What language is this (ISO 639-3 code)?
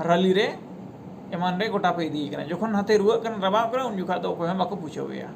sat